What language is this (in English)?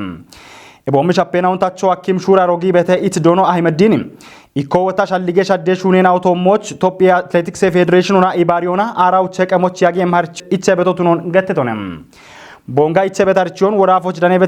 Kafa